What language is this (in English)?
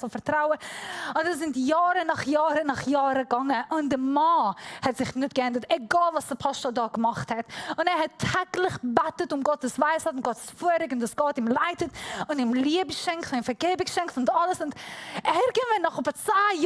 Swiss German